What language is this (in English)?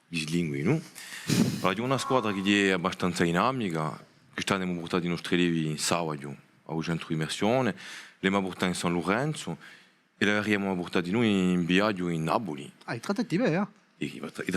Corsican